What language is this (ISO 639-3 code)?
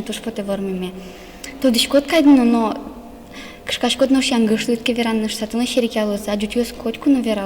udm